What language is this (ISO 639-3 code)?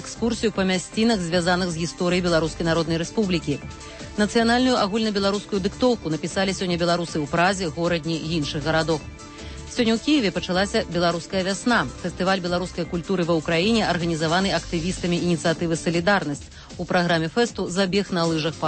bel